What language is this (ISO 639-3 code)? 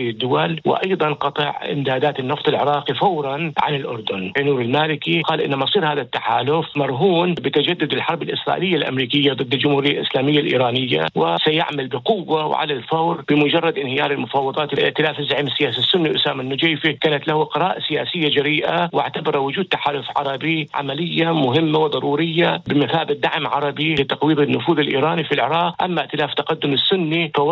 ara